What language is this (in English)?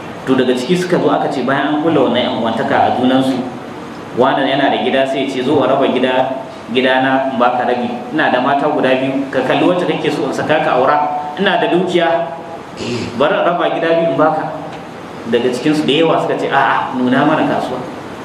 Hausa